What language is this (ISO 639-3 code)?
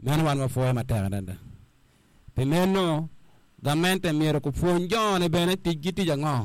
ach